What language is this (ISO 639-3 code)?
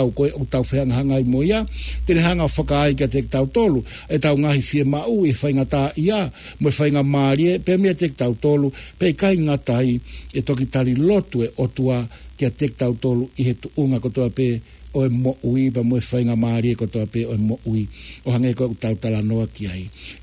ton